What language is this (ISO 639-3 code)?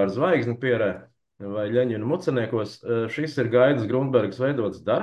lav